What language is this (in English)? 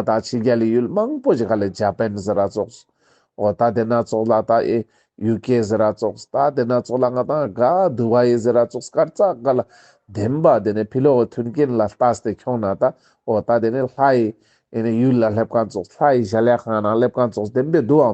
Ladakhi